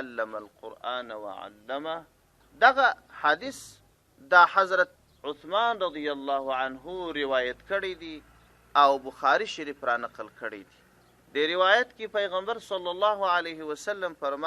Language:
Pashto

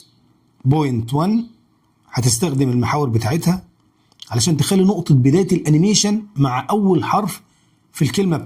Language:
Egyptian Arabic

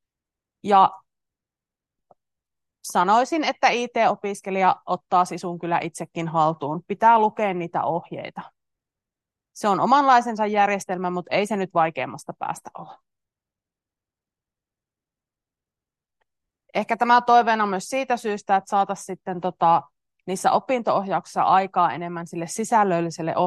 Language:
Finnish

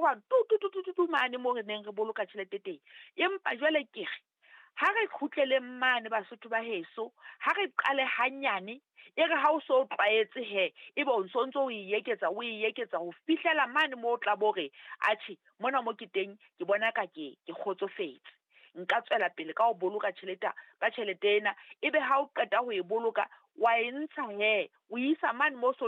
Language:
Southern Sotho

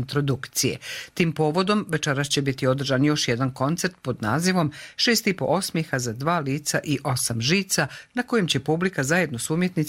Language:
Croatian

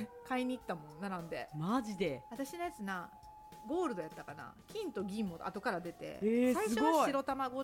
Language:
Japanese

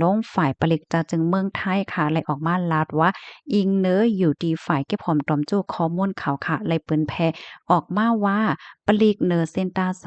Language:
Shan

